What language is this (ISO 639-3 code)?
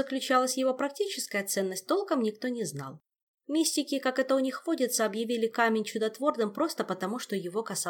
rus